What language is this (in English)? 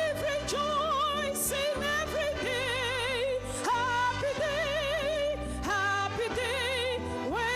Ewe